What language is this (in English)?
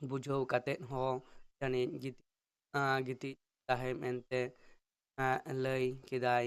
Santali